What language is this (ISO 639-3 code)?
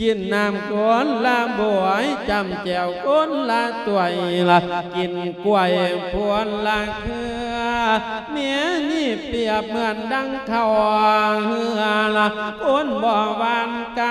lao